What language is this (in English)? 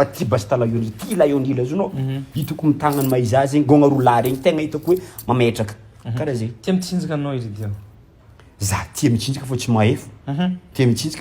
Malagasy